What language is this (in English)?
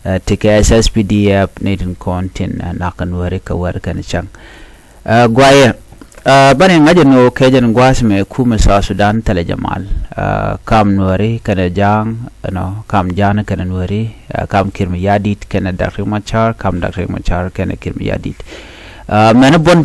Nuer